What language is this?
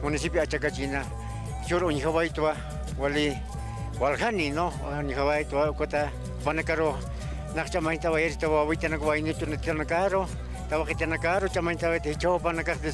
Aymara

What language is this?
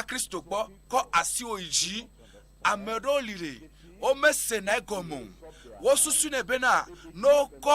Ewe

